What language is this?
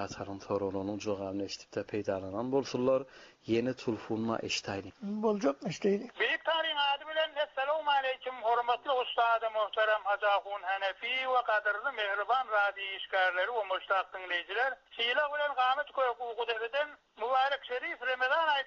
Turkmen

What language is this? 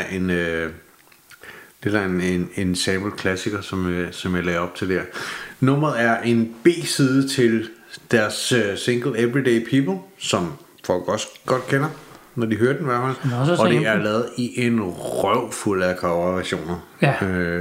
Danish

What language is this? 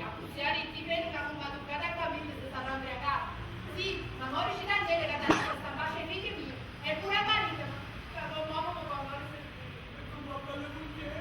Neapolitan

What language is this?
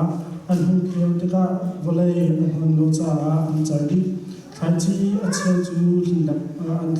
Hakha Chin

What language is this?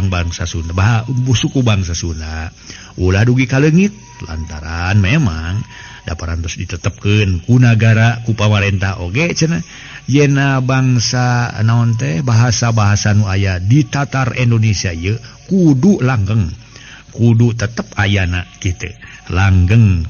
Sundanese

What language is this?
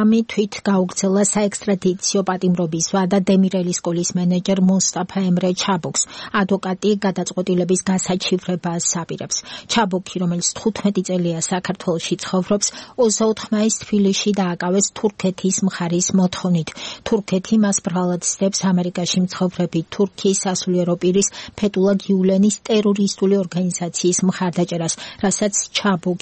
Georgian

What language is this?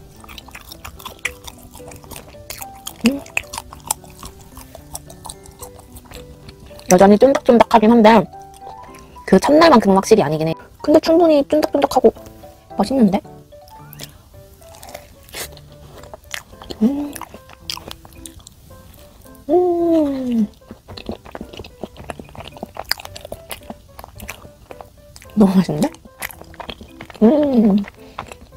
Korean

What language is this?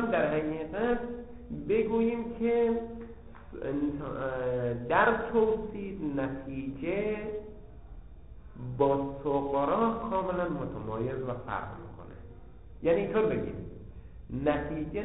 Persian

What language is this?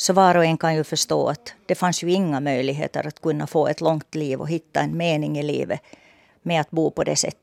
Swedish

